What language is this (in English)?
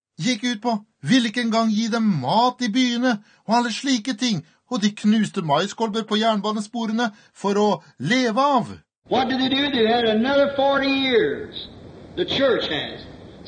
Norwegian